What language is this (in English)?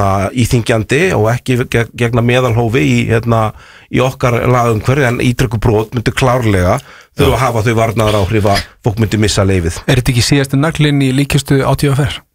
Icelandic